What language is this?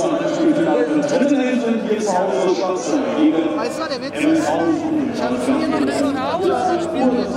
German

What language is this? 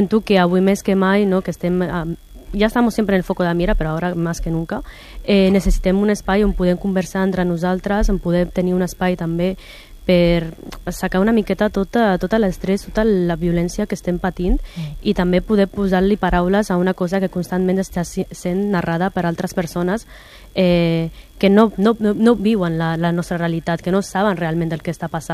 Catalan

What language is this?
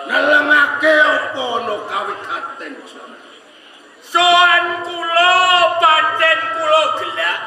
Javanese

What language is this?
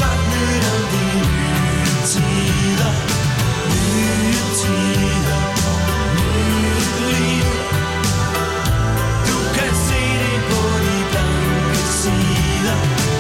Danish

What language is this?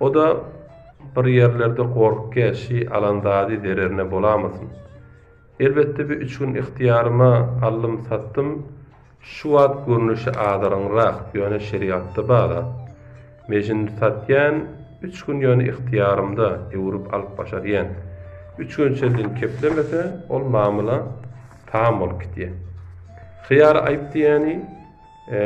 Turkmen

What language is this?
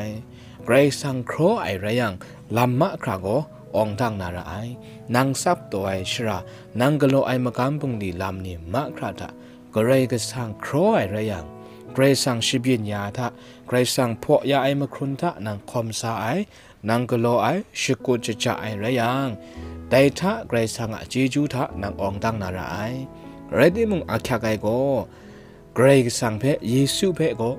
Kachin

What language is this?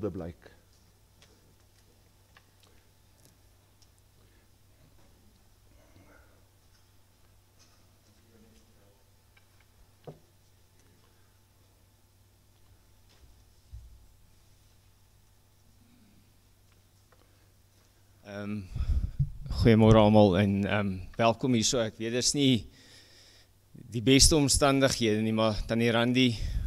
Afrikaans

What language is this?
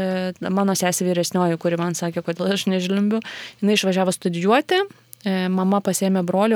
Lithuanian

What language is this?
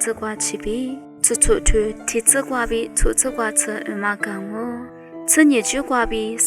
Lisu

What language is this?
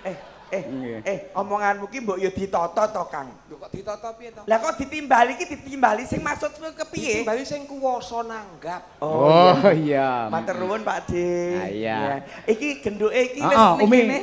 Javanese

